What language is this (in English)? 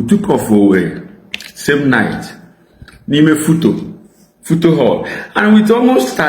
Igbo